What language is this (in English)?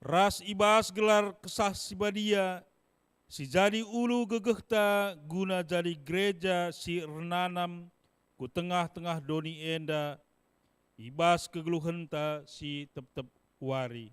Batak Karo